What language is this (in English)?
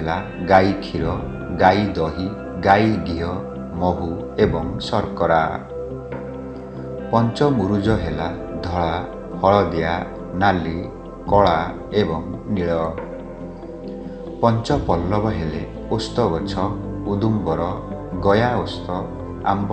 Odia